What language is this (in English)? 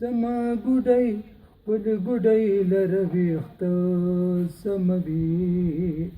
Pashto